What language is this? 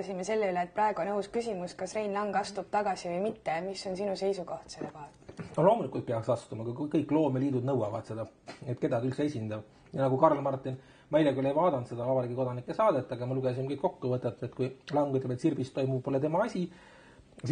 Estonian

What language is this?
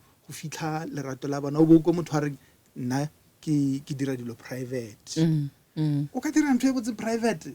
Northern Sotho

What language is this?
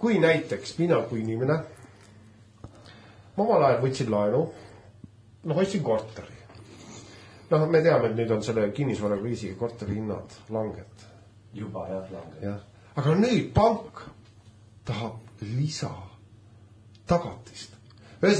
Estonian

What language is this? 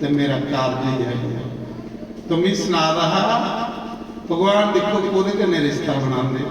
Dogri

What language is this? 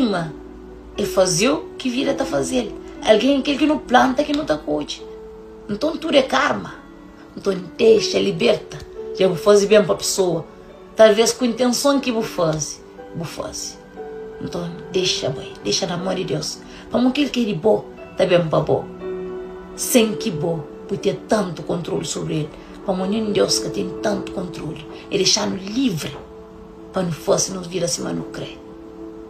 Kabuverdianu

